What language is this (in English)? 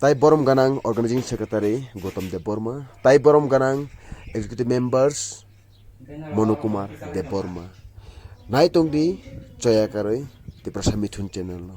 Kok Borok